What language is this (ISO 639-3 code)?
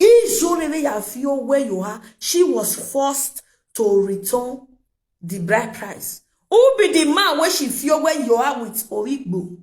pcm